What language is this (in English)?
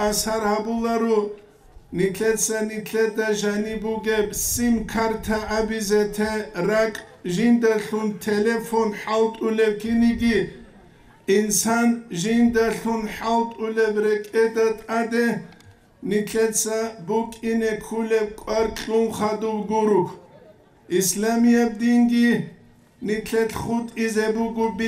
Avaric